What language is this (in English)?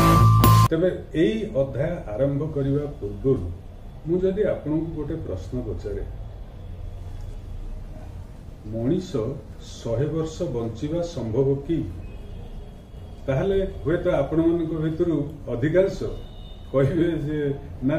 Odia